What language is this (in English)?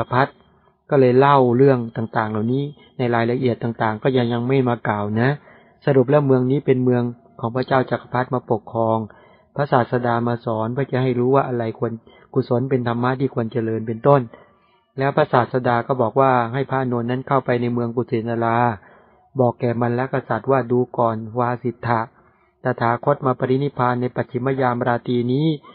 Thai